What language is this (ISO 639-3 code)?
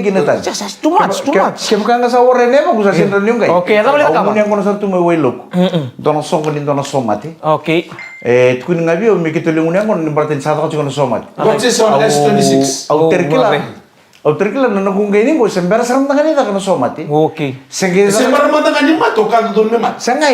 fij